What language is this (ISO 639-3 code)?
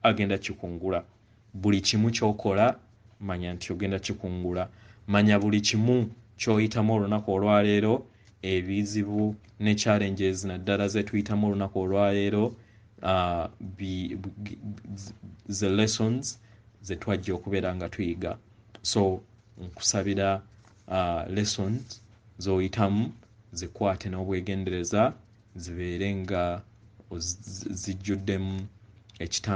lug